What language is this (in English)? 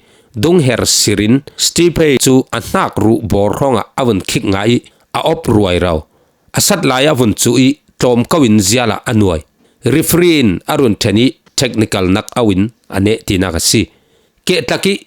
Falam Chin